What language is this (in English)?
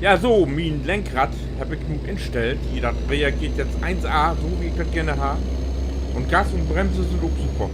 Low German